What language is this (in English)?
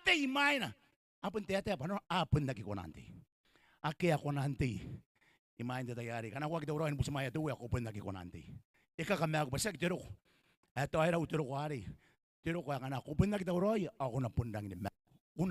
Gilbertese